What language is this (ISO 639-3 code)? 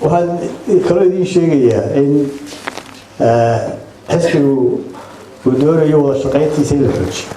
som